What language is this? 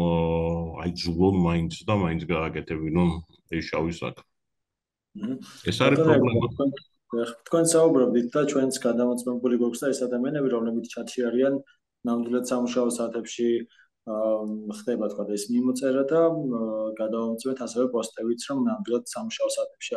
Georgian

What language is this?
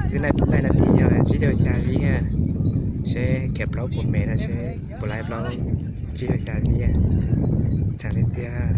Hmong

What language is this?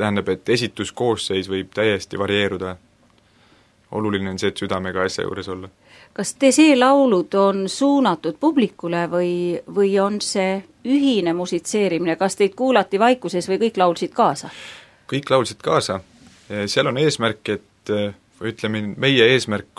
Estonian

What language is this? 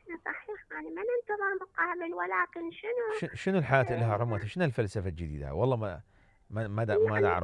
Mesopotamian Arabic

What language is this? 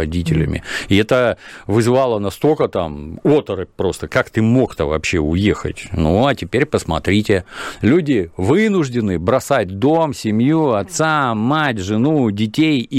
Russian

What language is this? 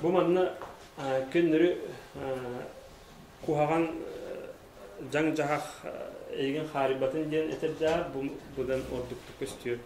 Yakut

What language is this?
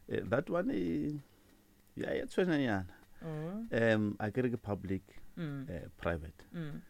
Tsonga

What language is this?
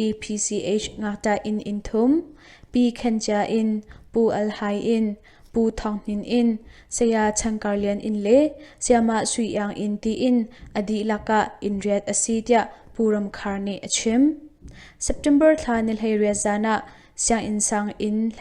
Hakha Chin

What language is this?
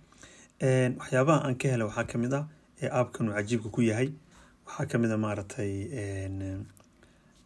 Somali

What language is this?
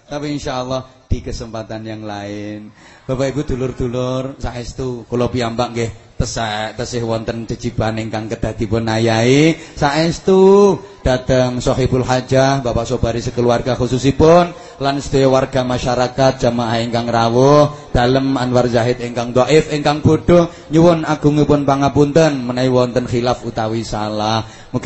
Javanese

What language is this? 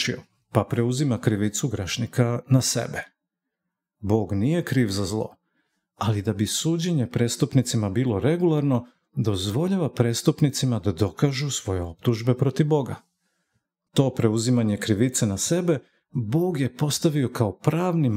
Serbian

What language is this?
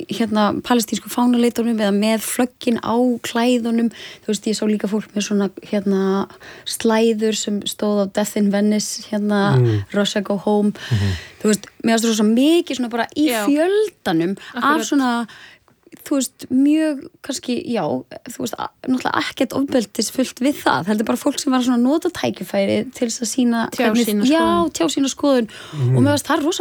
Icelandic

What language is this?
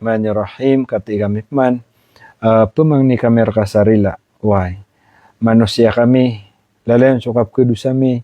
Maranao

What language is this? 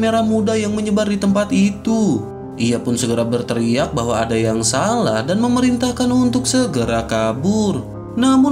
Indonesian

